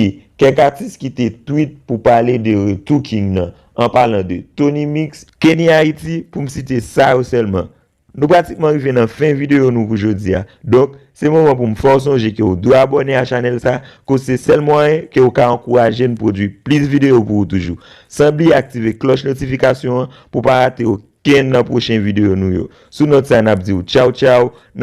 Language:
Haitian Creole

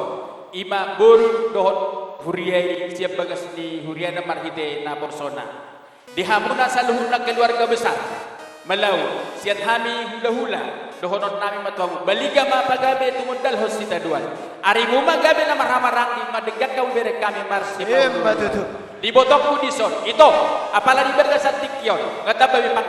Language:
Batak Toba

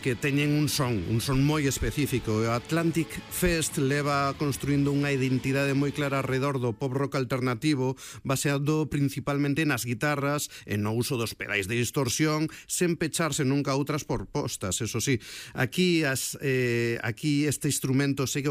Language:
Galician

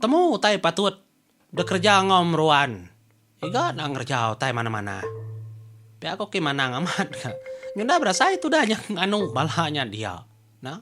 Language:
Iban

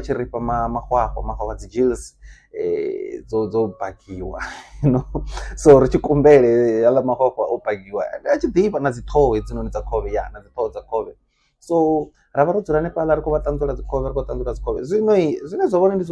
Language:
Venda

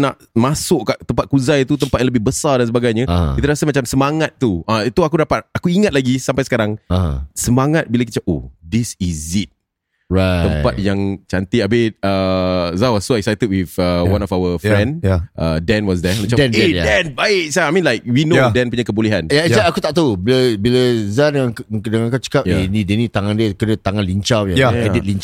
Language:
Malay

